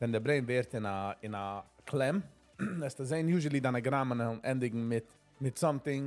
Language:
Yiddish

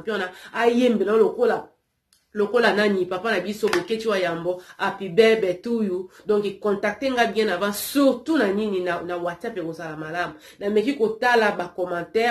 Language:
Lingala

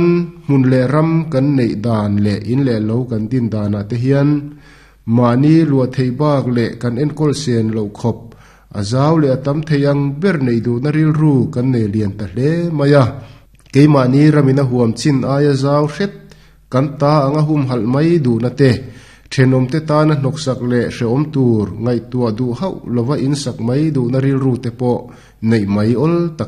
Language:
Mizo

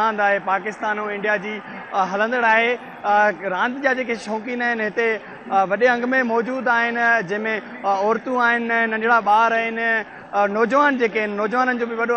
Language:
Sindhi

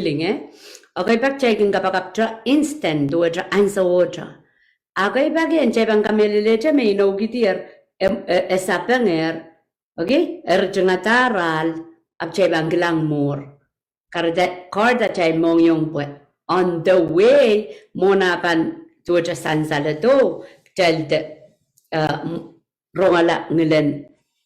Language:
Pohnpeian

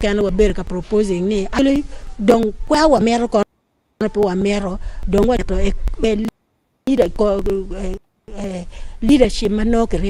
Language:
Acoli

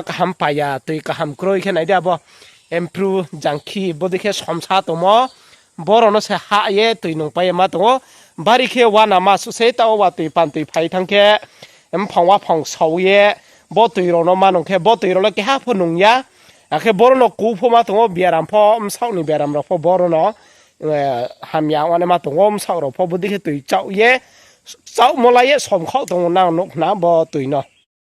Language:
Riang (India)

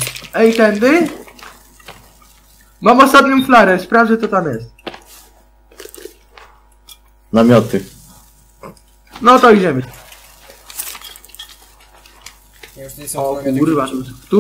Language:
Polish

